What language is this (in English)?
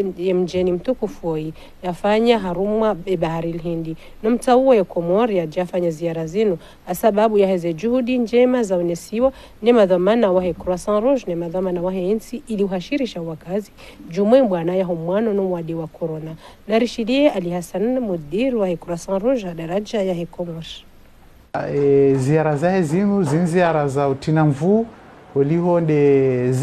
Ngazidja Comorian